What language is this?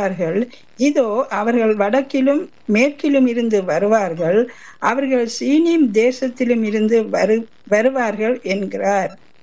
Tamil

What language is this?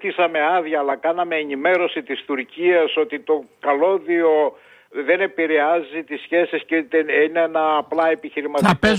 Greek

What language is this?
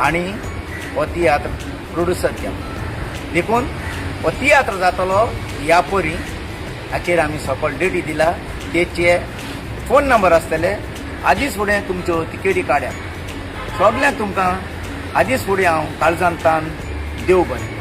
Konkani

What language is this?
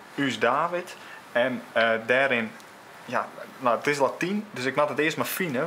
Western Frisian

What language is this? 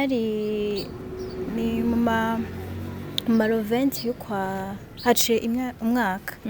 Rundi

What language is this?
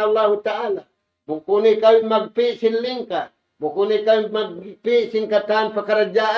Tausug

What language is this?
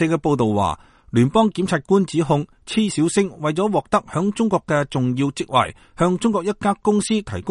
Cantonese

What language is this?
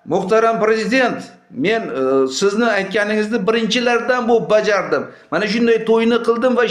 Uzbek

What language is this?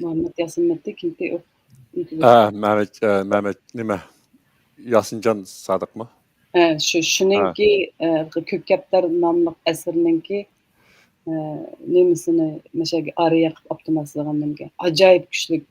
Uyghur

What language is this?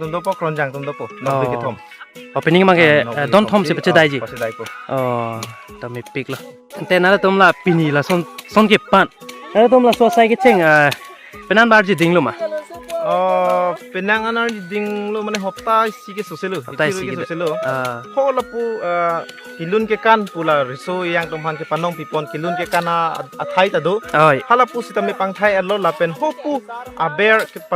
Karbi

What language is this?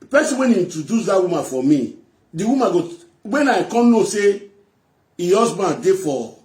Nigerian Pidgin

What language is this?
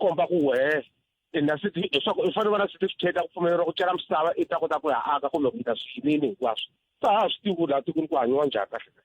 Tsonga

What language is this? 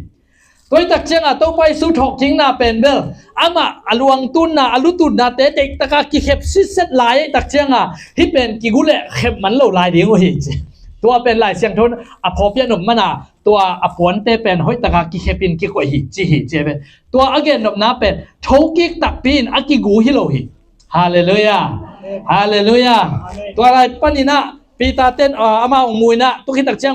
Tedim Chin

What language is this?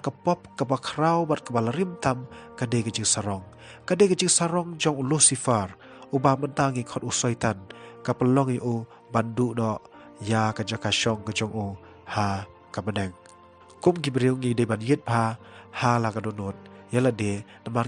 Khasi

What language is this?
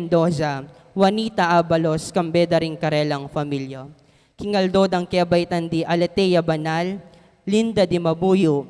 Pampanga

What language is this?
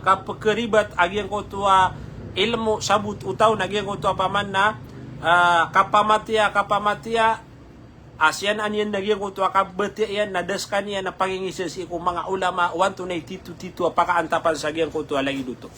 Maranao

